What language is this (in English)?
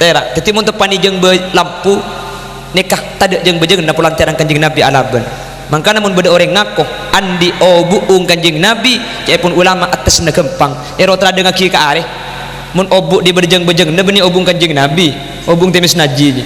Madurese